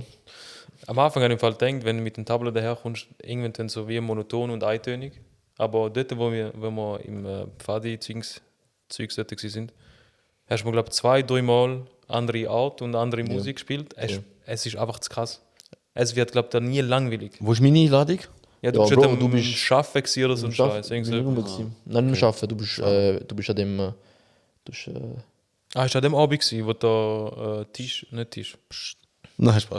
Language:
Swiss German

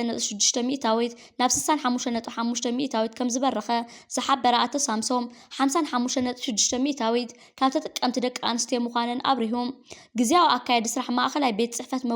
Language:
Tigrinya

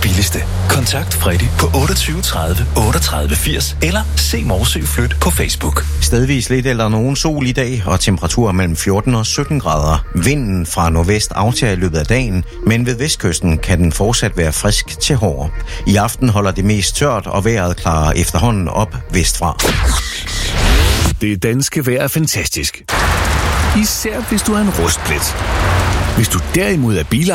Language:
Danish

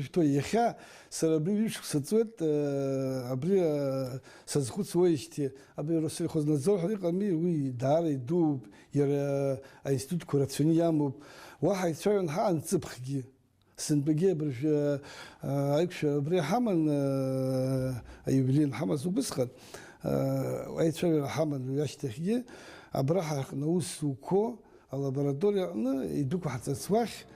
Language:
Abkhazian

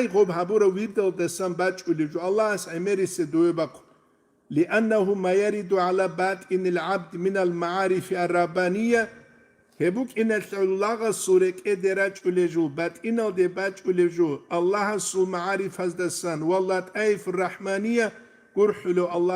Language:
Avaric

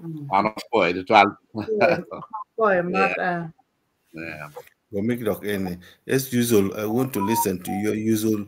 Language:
Acoli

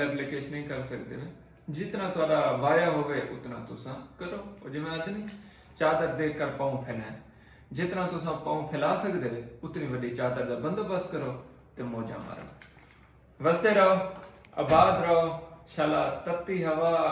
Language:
Saraiki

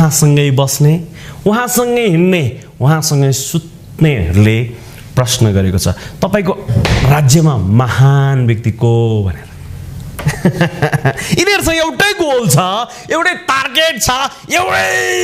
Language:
Nepali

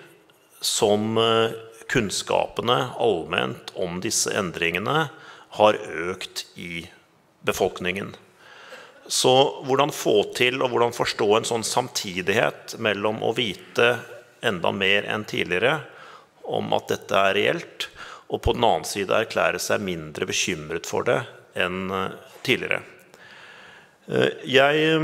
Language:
Norwegian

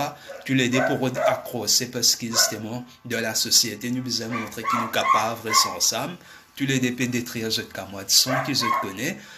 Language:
Morisyen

